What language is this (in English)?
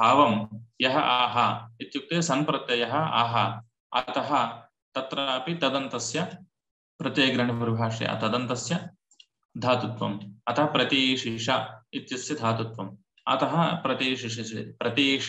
Sanskrit